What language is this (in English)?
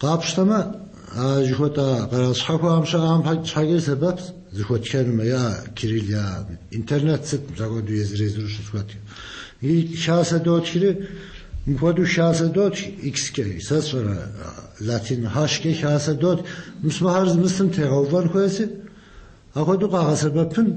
Kabardian